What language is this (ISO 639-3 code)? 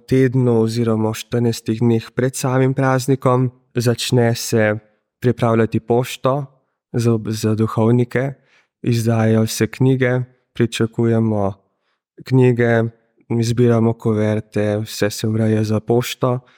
slv